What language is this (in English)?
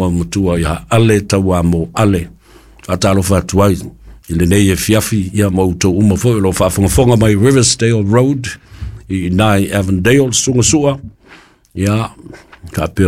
Samoan